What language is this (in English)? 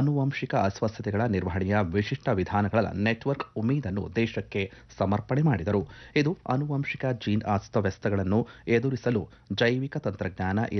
Kannada